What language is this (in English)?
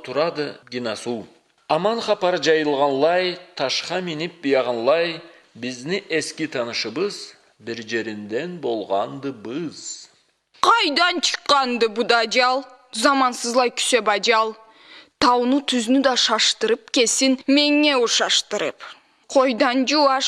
Karachay-Balkar